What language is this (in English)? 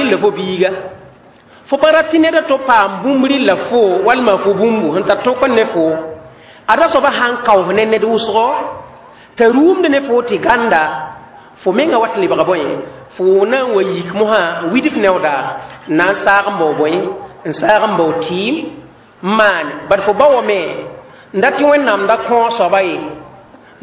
Mossi